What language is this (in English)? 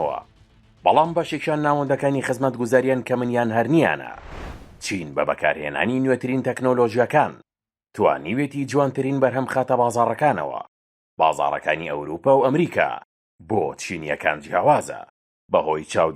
Central Kurdish